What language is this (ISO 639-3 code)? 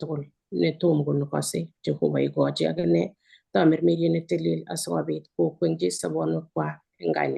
kln